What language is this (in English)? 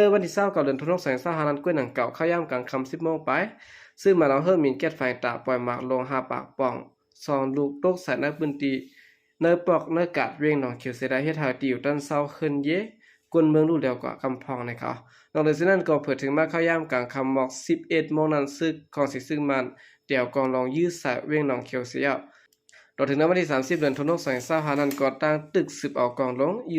Shan